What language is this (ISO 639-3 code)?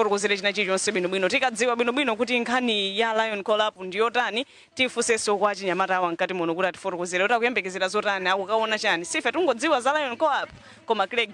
nya